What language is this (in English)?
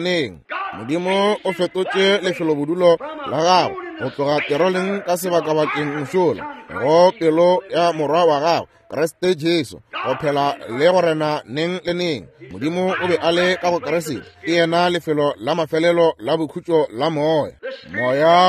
Northern Sotho